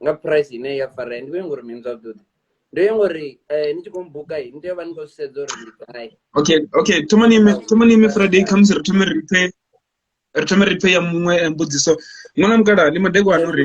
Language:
Venda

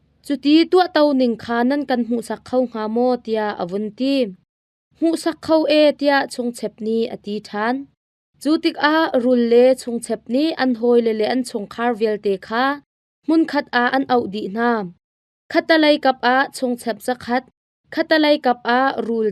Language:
Hakha Chin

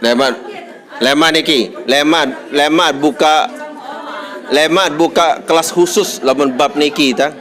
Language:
Sasak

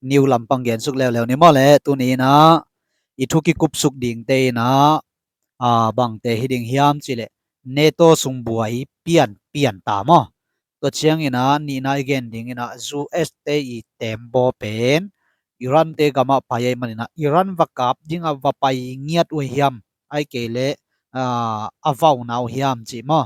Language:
Tedim Chin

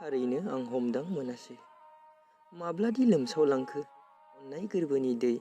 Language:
Bodo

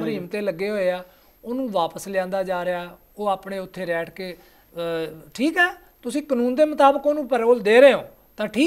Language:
Punjabi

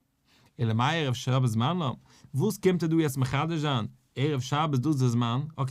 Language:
Yiddish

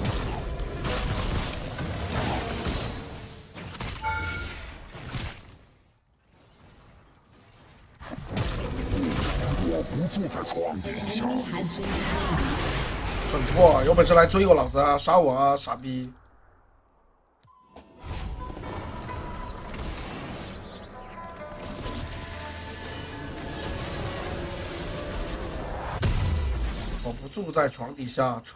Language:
Chinese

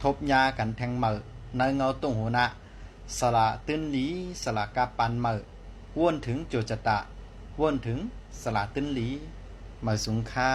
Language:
Shan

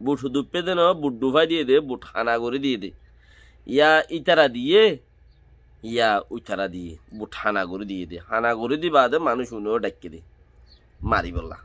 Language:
Rohingya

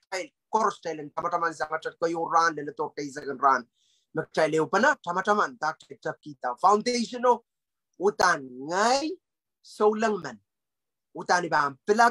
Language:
Pohnpeian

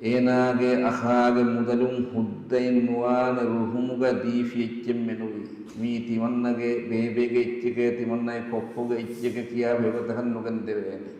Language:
Divehi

